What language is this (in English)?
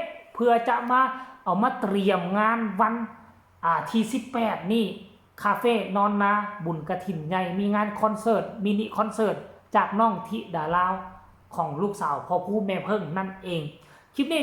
Northeastern Thai